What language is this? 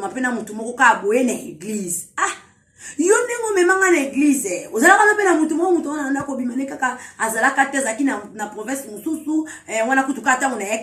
Lingala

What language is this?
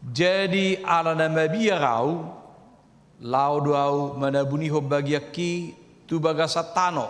Batak Toba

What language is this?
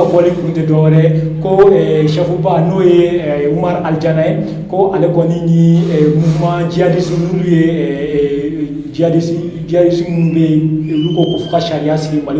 Bambara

